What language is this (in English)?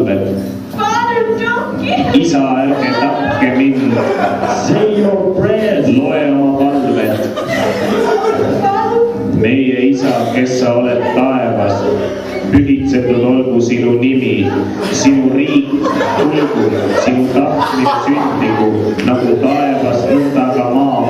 Estonian